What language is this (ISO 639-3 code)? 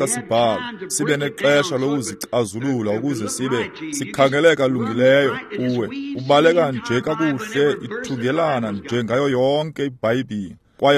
xho